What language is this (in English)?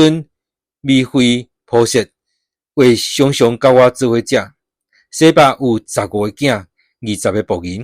Min Nan Chinese